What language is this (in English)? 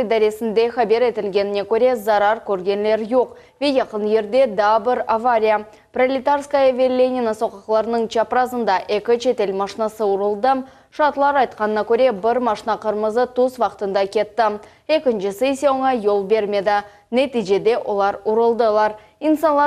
Crimean Tatar